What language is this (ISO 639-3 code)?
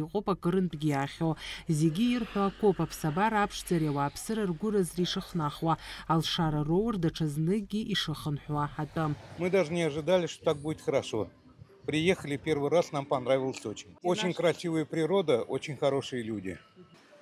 abk